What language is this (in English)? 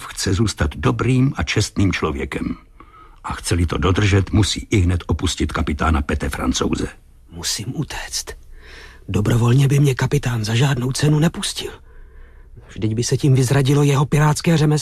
Czech